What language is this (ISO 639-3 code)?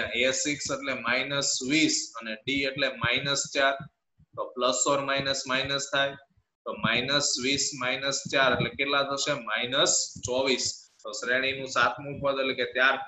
guj